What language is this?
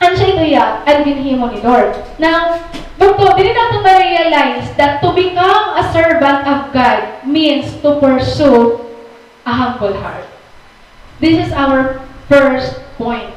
Waray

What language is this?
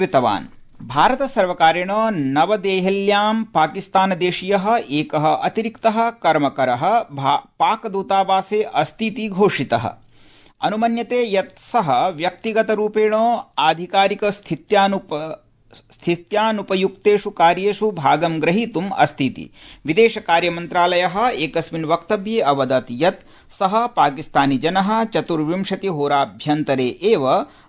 Sanskrit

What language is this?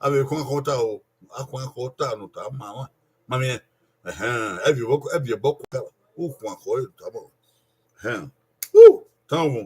Bini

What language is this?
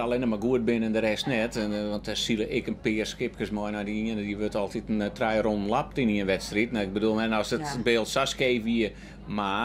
Western Frisian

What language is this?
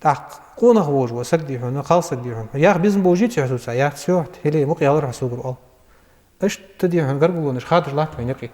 Ingush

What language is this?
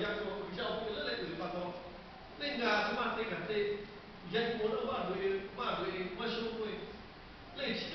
Lahu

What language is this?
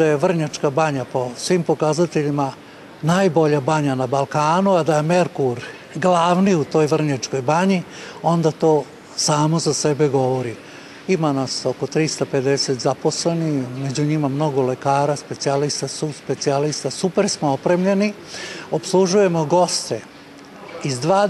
Serbian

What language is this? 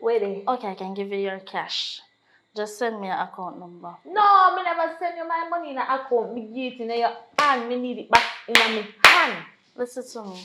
Jamaican Creole English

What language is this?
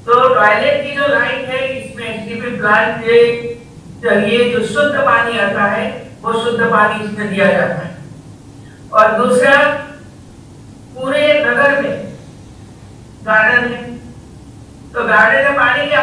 Hindi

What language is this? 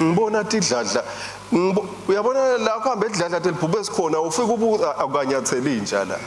Swati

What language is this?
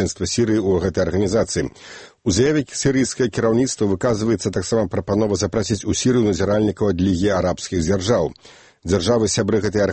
Belarusian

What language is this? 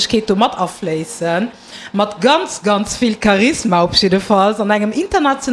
Luxembourgish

